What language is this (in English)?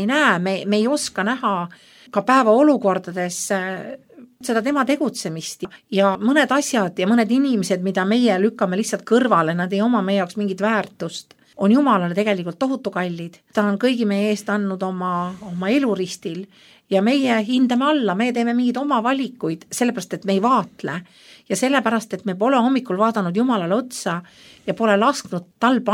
Estonian